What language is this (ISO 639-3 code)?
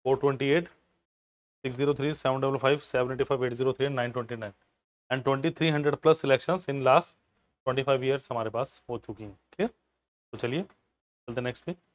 hin